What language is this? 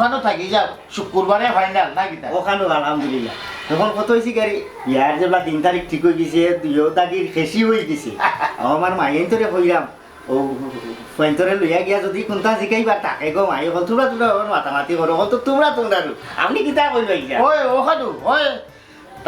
Sylheti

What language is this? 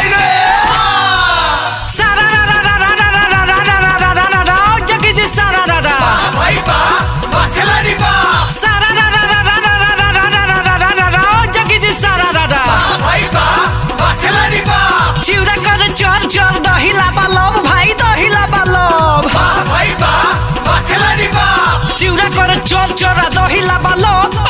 Bhojpuri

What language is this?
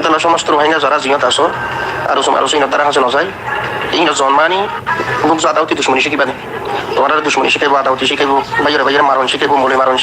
Rohingya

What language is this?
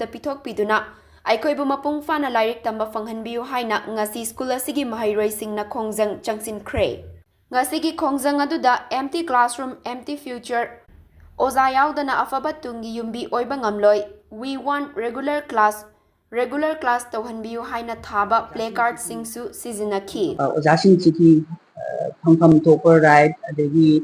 Manipuri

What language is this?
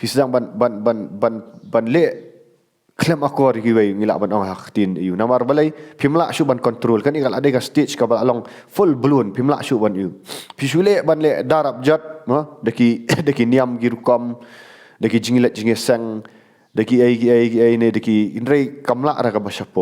Khasi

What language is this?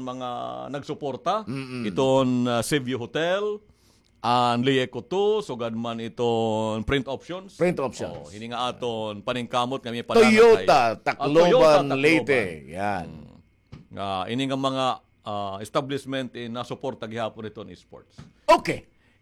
Waray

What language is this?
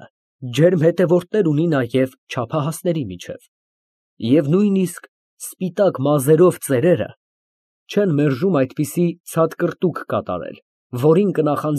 Armenian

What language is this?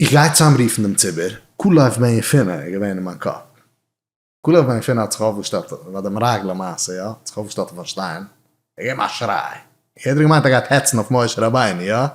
Yiddish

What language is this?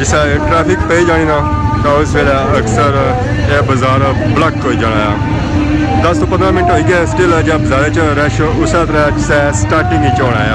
Pahari-Potwari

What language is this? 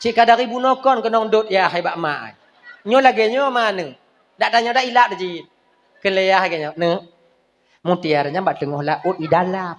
Achinese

